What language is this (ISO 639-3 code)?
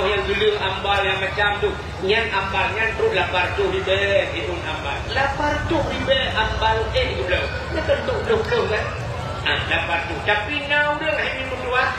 ace